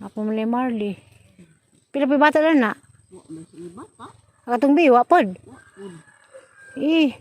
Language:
Cebuano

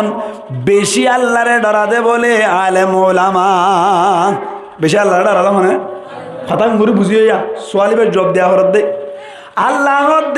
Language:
Rohingya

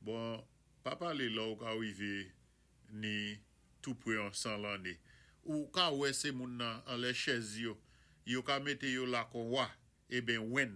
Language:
Saint Lucian Creole French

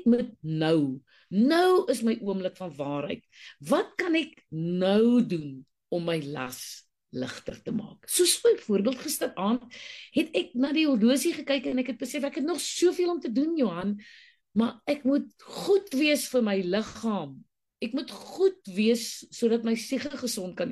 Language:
Afrikaans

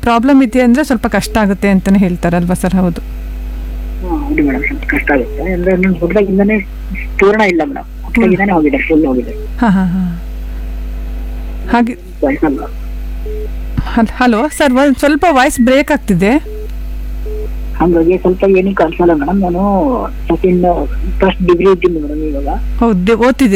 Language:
Kannada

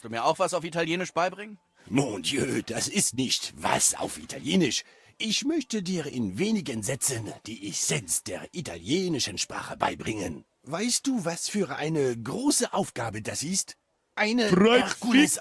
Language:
Bavarian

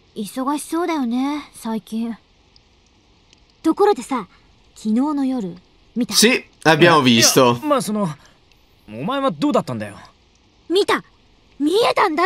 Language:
Italian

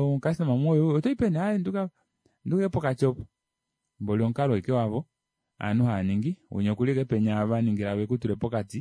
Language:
Kuanyama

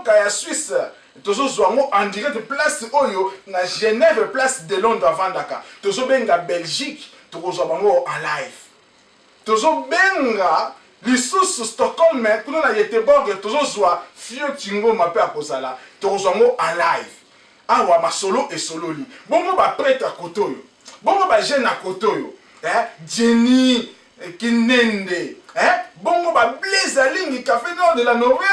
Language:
Lingala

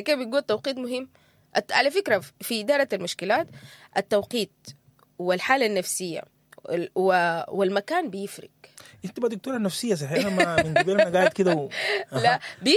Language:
Sudanese Arabic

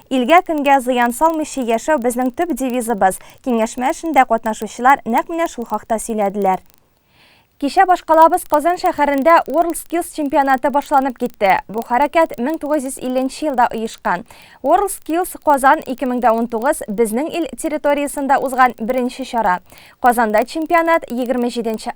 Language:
Tatar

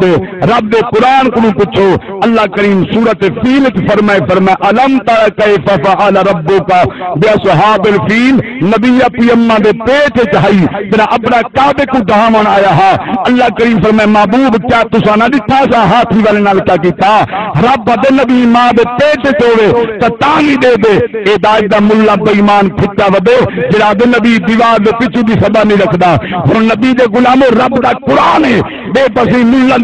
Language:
Saraiki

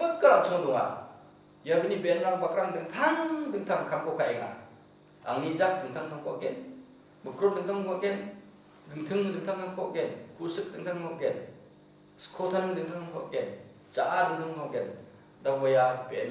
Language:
Garo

